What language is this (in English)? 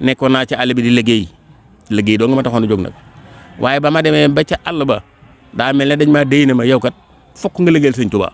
Wolof